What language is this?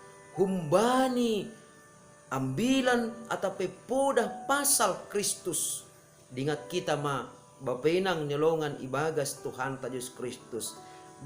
Batak Simalungun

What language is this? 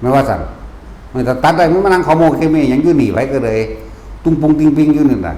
Northeastern Thai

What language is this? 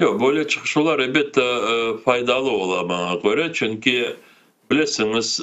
Crimean Tatar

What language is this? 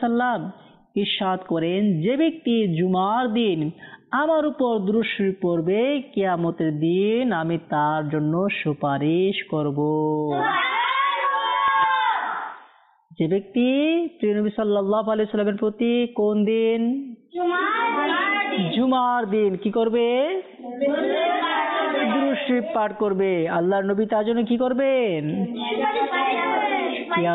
Bangla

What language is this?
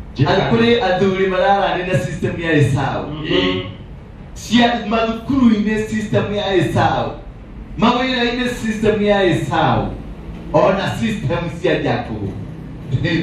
Kikuyu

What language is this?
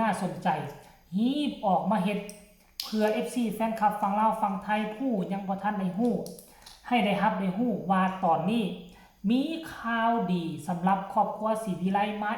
Lao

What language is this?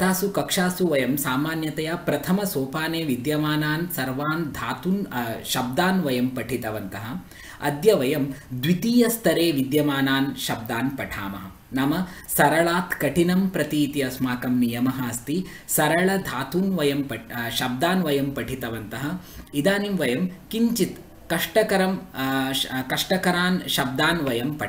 Sanskrit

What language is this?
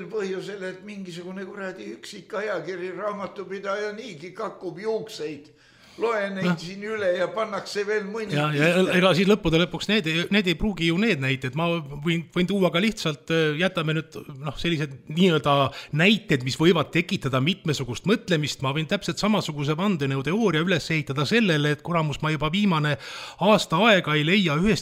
Estonian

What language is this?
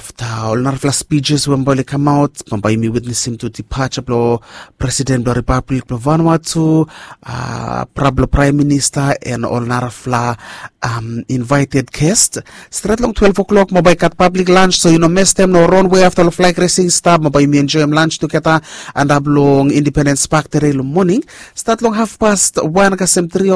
Bislama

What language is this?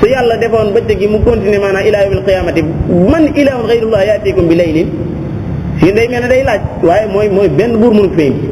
Wolof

